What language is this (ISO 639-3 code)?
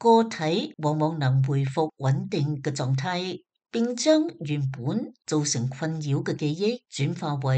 yue